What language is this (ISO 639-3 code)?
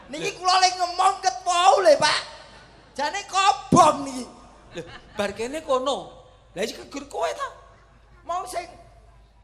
jav